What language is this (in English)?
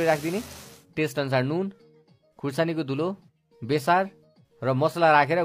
Nepali